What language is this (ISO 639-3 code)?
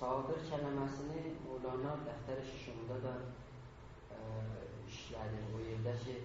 azb